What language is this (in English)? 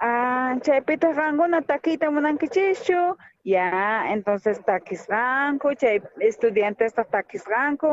South Bolivian Quechua